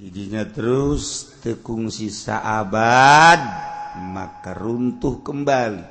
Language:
Sundanese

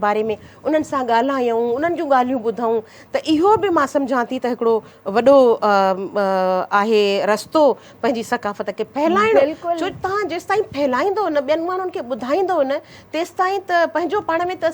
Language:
Sindhi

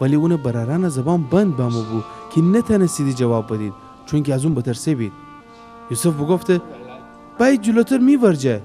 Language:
Gilaki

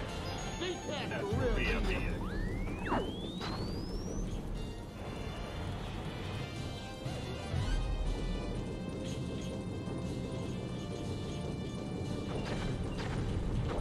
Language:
English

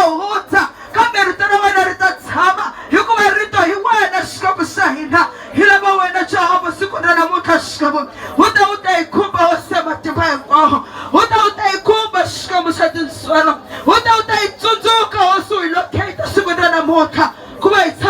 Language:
Tsonga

